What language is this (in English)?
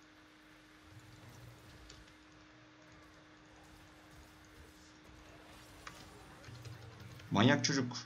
Turkish